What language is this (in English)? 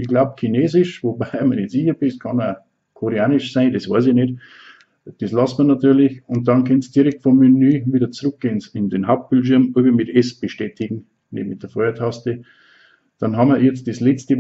Bavarian